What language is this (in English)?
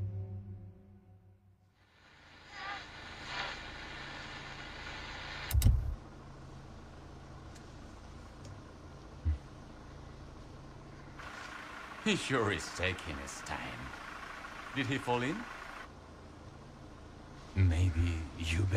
English